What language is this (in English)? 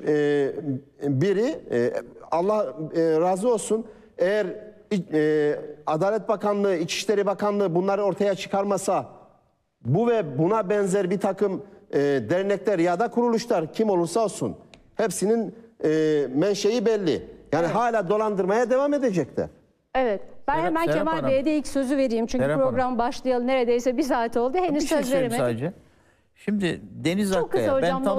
Turkish